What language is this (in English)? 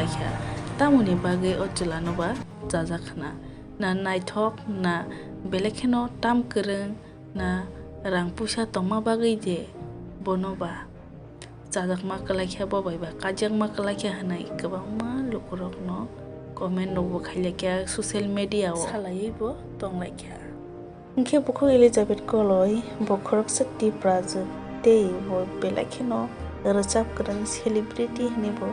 Kok Borok